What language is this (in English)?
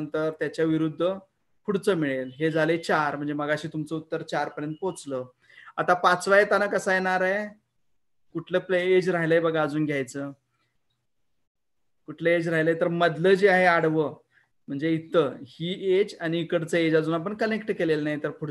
Marathi